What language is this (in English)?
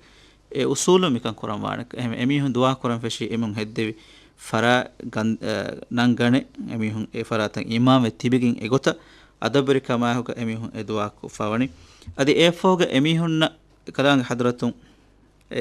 Divehi